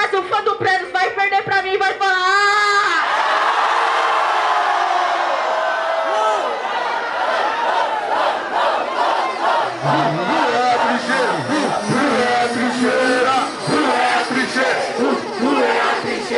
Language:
Portuguese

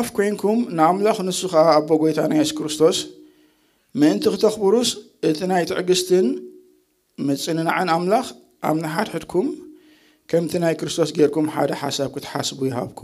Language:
Tigrinya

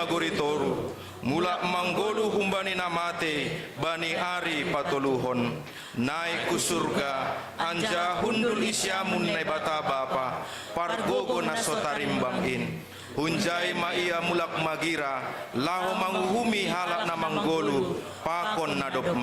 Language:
Batak Simalungun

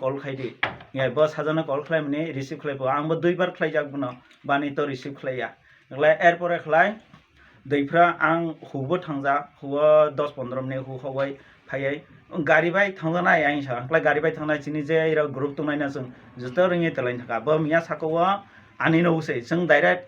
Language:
Kok Borok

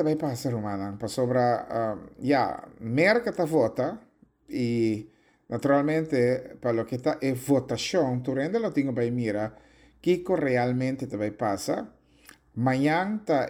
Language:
Papiamento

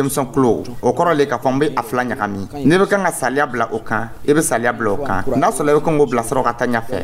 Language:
Dyula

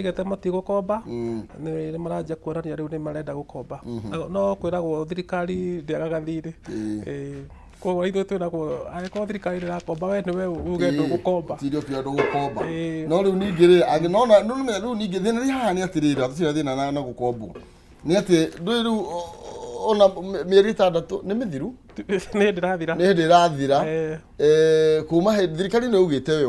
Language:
Kikuyu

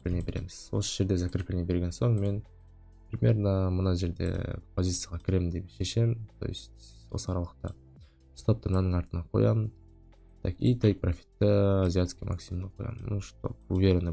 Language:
Kazakh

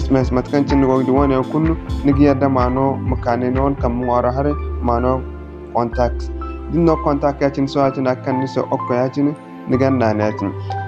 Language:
Zarma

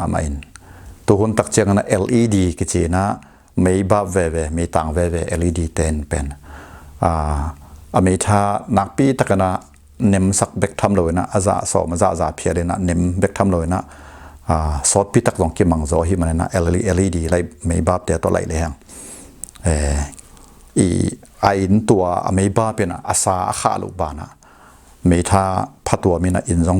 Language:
Tedim Chin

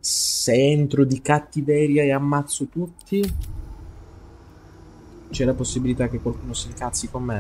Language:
Italian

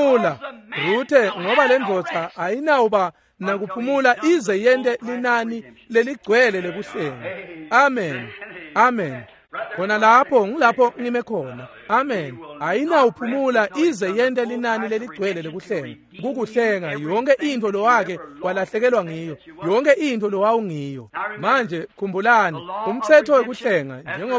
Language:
Swati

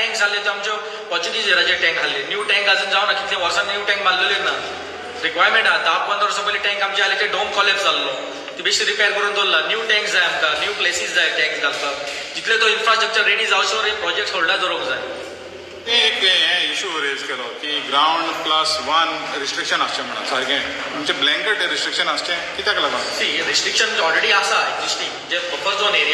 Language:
Konkani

